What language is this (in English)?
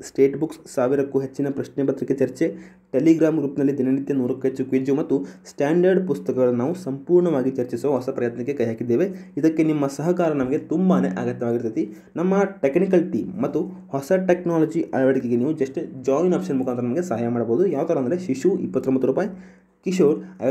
Kannada